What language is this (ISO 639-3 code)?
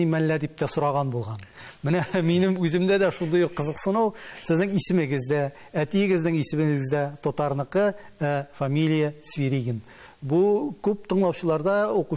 tat